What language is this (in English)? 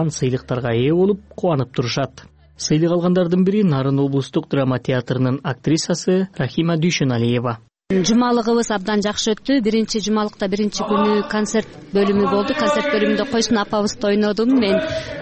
Kyrgyz